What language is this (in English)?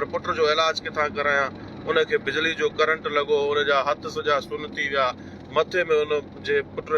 Sindhi